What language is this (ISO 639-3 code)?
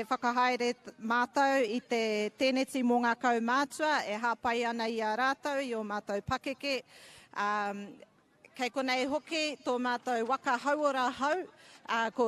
mri